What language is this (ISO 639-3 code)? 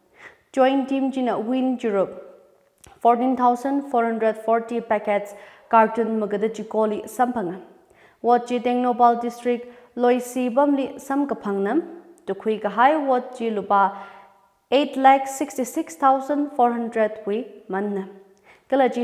nmf